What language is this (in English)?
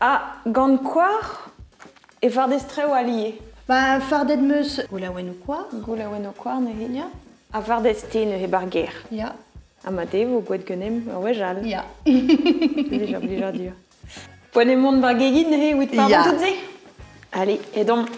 Breton